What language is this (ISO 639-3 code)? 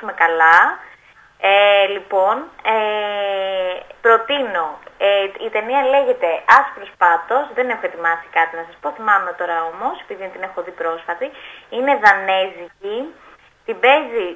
ell